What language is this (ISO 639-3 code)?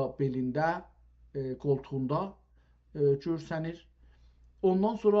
azb